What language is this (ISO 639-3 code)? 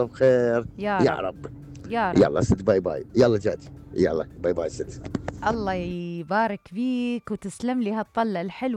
acm